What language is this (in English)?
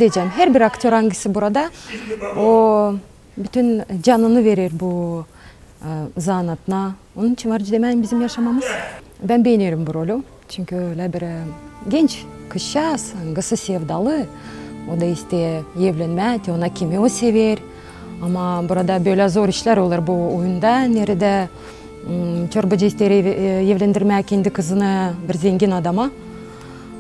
Gagauz